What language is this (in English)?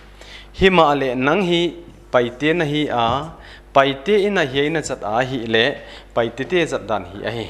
Paite Chin